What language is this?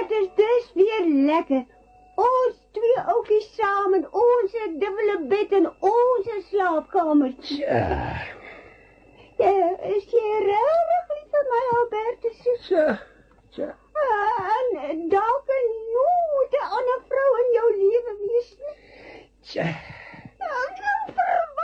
Afrikaans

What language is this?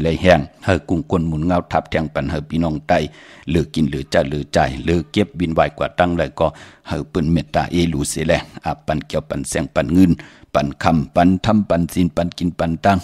Shan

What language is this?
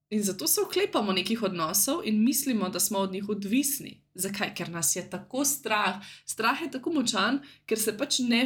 Slovenian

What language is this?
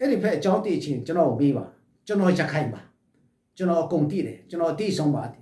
Falam Chin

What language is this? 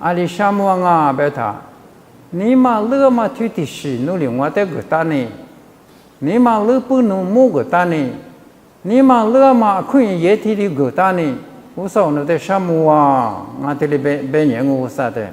Lisu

